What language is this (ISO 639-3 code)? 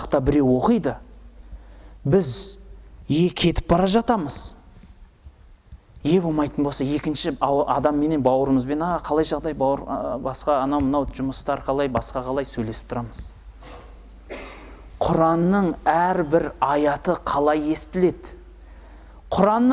kaz